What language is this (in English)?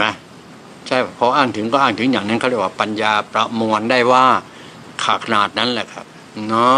Thai